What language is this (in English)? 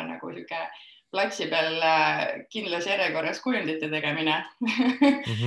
Estonian